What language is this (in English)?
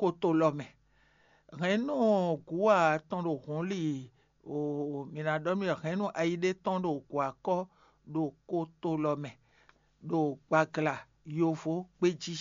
Fon